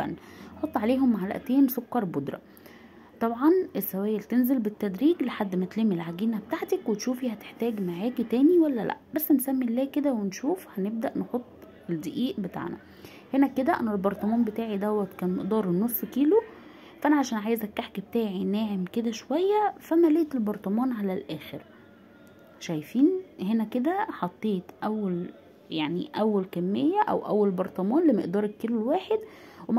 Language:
Egyptian Arabic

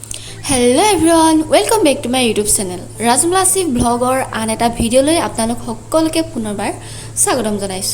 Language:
Assamese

